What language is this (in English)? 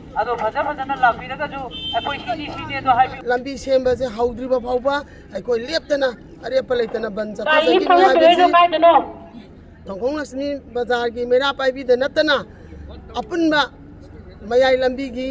Manipuri